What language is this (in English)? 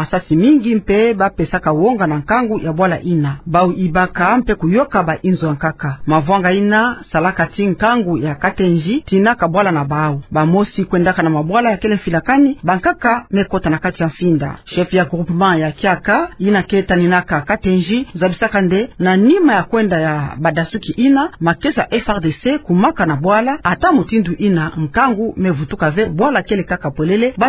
Kituba (Democratic Republic of Congo)